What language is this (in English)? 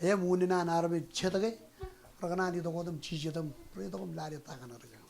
Marshallese